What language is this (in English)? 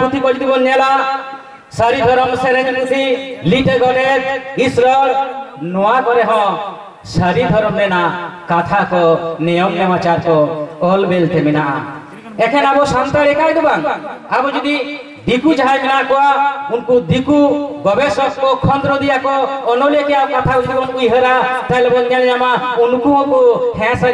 Santali